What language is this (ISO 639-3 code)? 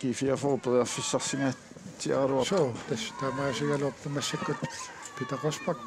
kal